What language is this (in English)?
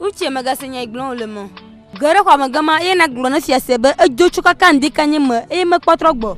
Ewe